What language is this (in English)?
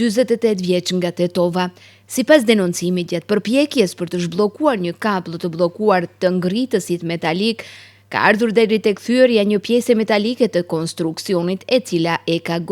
Albanian